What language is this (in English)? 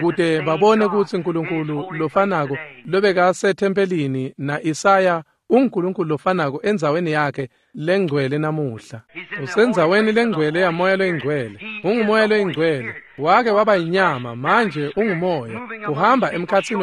Swati